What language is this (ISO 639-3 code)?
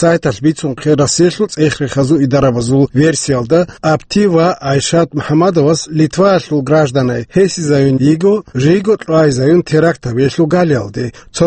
ava